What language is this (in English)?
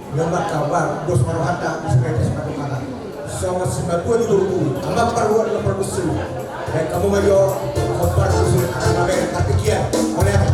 Batak Toba